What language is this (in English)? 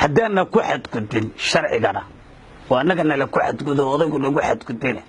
Somali